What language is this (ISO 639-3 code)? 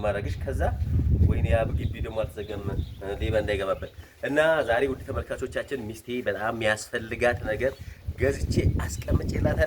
amh